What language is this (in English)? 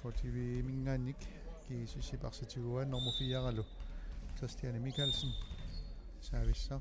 Kalaallisut